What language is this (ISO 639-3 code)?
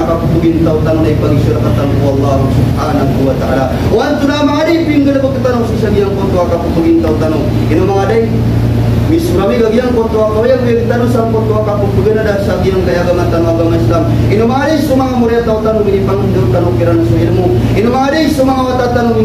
mrw